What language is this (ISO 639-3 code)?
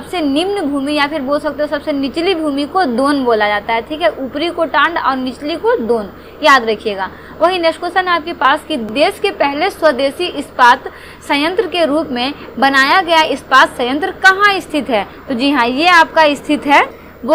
hin